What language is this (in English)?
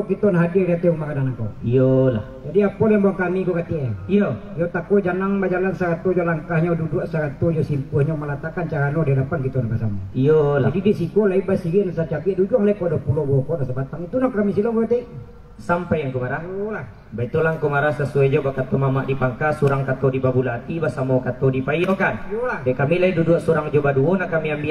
Minangkabau